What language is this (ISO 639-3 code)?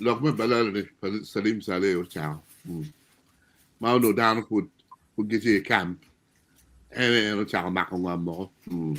ach